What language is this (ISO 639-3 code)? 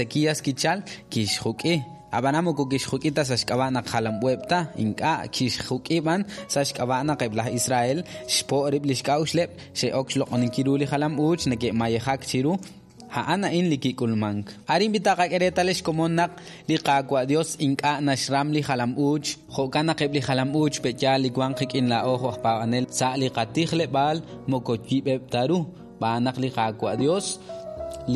kek